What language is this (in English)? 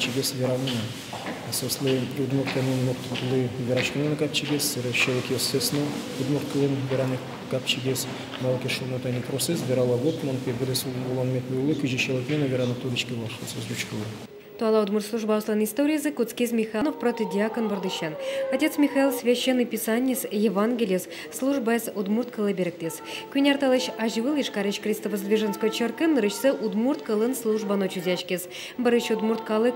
Udmurt